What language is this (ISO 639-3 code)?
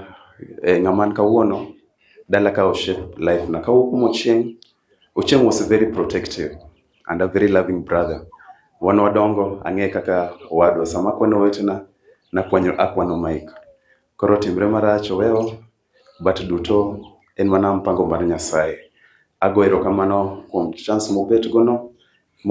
luo